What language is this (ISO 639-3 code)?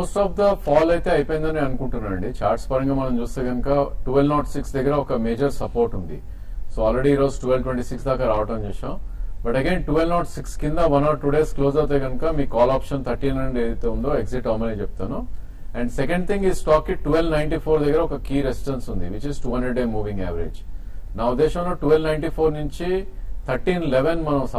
tel